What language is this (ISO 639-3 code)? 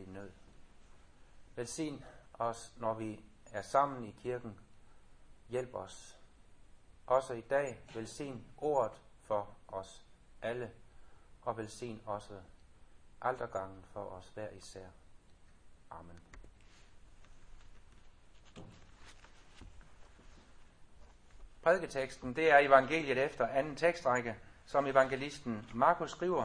dan